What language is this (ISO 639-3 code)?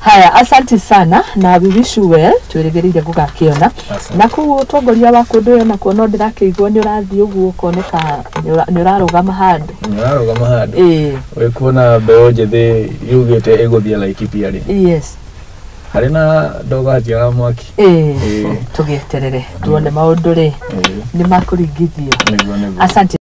kik